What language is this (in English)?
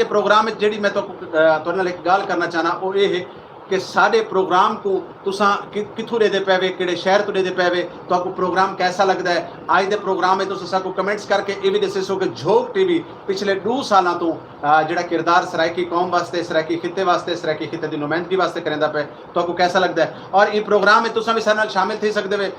Saraiki